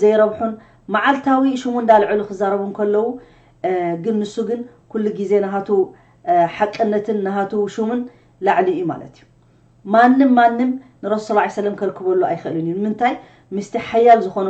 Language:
Tigrinya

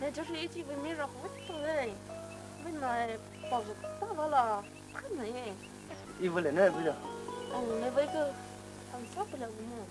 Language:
Poumei Naga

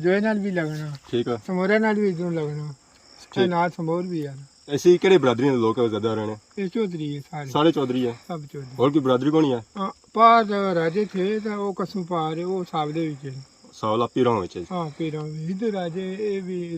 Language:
Pahari-Potwari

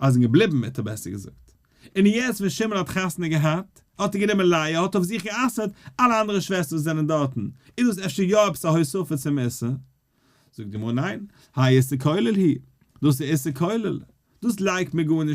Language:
Yiddish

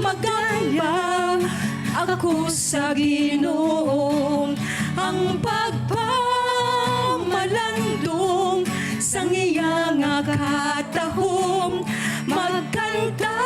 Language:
Hiligaynon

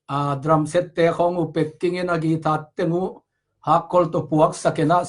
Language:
Tedim Chin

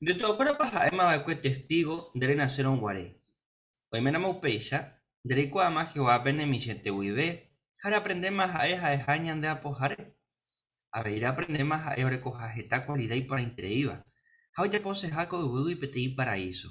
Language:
Guarani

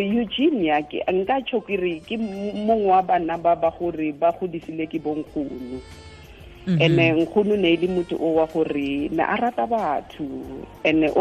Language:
Tswana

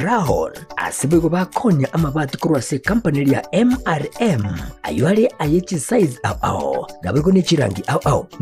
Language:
Gusii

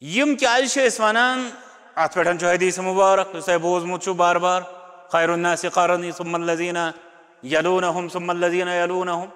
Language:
Kashmiri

